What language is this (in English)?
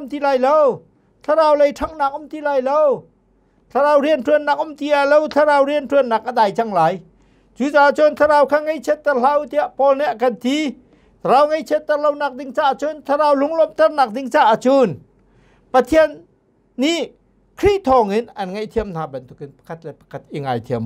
Hakha Chin